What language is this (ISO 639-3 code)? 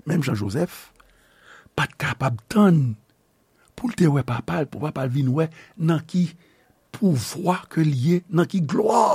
hat